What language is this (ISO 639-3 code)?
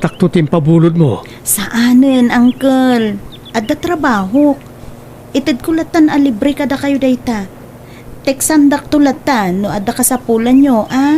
ilo